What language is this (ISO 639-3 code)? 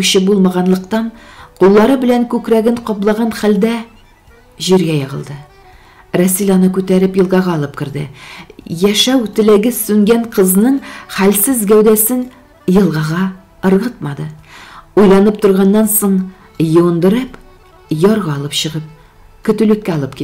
tat